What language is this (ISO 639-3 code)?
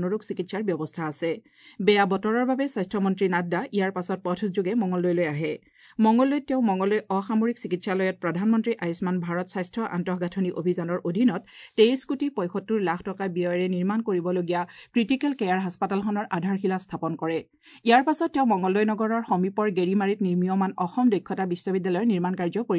asm